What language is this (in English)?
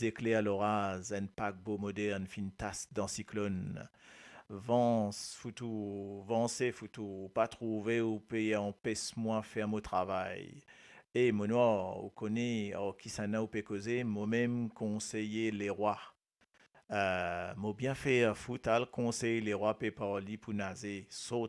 Morisyen